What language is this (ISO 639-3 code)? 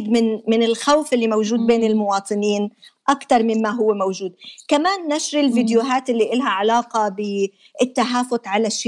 apc